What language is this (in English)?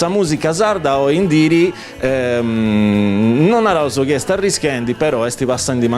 Sardinian